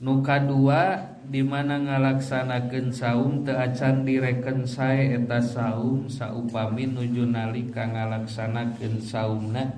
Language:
Sundanese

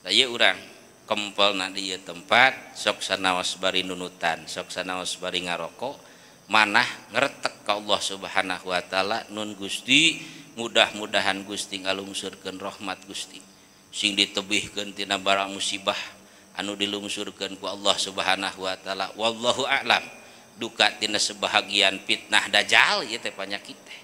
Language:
Sundanese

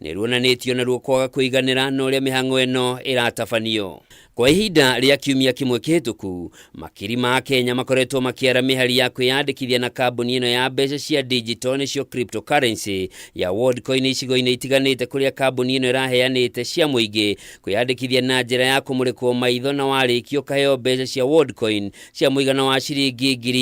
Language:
Kikuyu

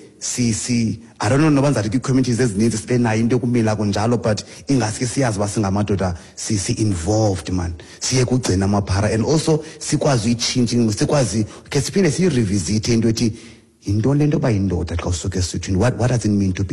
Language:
Xhosa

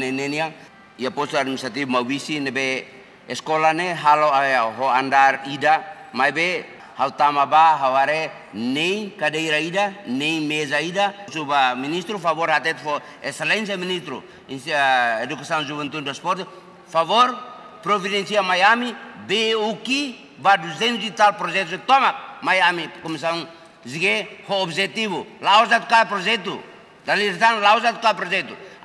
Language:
Tetum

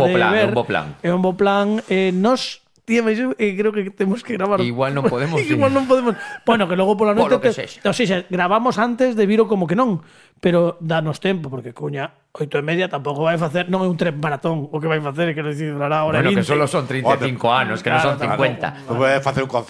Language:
Galician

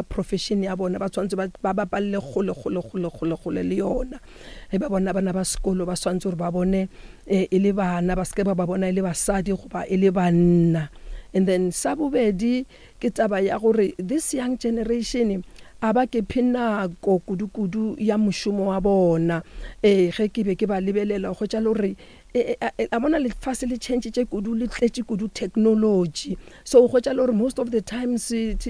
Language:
Northern Sotho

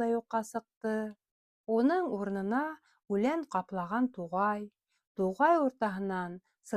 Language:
Bashkir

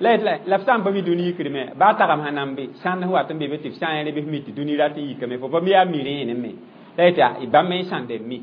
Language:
Mossi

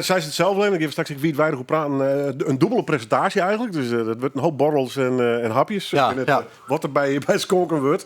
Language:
Western Frisian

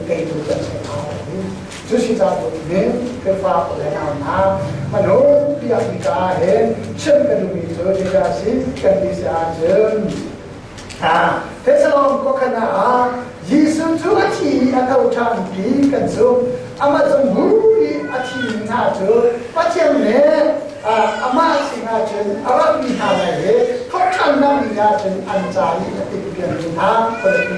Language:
Hakha Chin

